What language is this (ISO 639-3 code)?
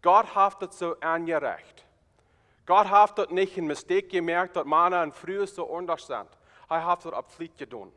pdt